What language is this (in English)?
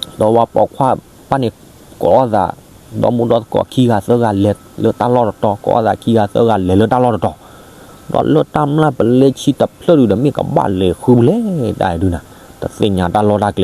S'gaw Karen